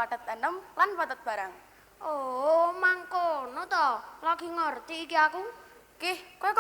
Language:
Javanese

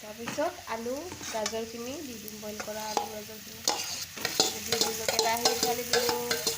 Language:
Assamese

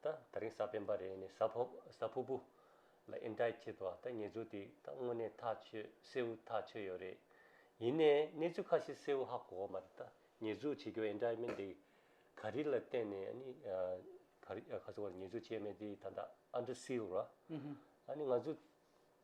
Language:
Tibetan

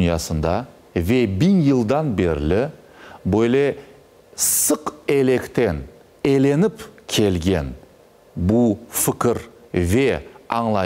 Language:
Crimean Tatar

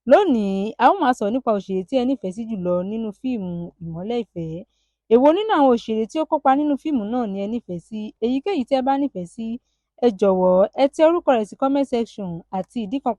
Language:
Yoruba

